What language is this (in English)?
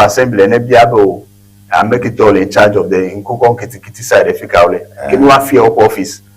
Ewe